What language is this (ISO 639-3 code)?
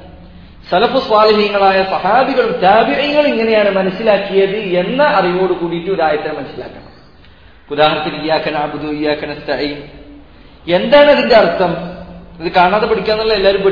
mal